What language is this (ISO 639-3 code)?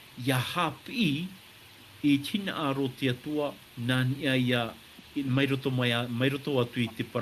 tah